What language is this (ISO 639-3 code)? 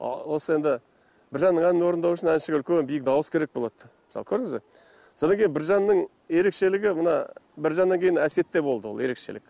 kaz